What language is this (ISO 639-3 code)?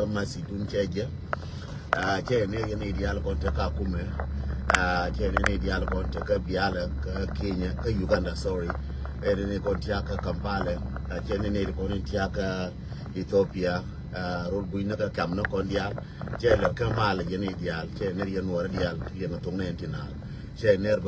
nus